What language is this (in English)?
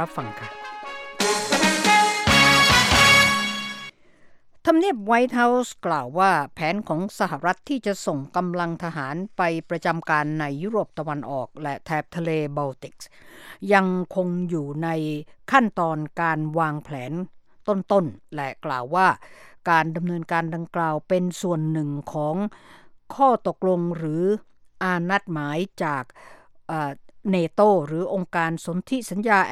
Thai